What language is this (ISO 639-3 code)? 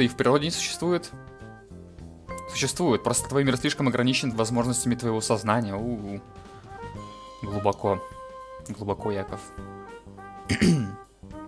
rus